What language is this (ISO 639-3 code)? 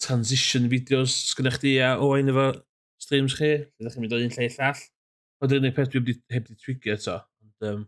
cym